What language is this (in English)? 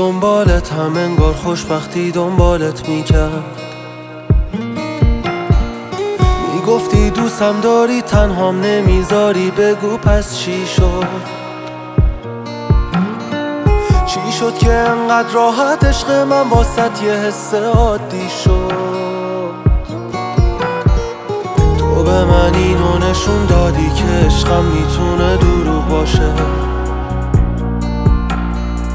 Persian